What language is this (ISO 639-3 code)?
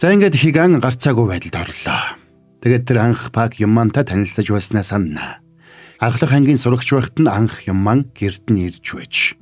mon